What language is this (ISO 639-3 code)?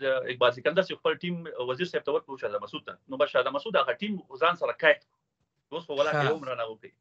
pus